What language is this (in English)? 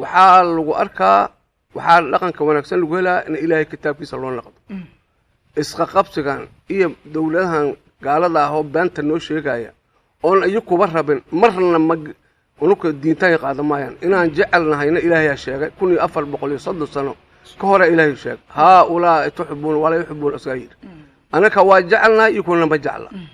Somali